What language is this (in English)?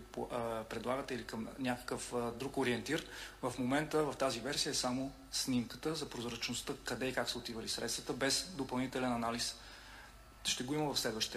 Bulgarian